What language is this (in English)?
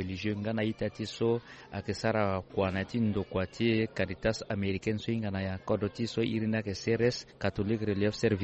Sango